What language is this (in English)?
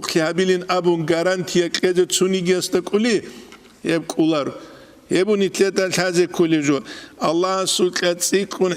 Avaric